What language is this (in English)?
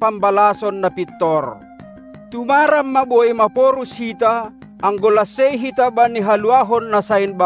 Batak Simalungun